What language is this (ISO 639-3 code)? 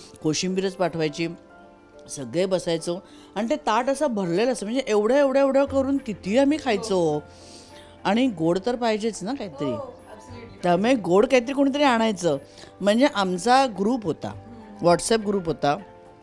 mar